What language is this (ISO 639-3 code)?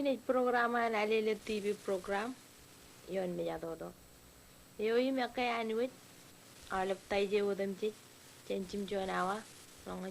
mah